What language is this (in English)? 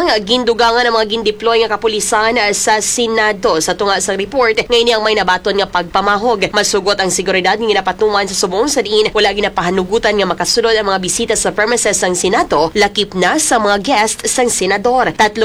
Hiligaynon